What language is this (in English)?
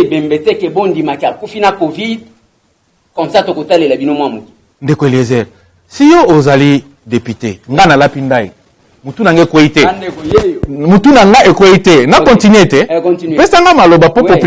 Lingala